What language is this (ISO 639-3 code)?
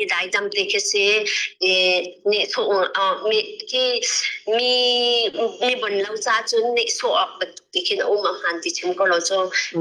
cnh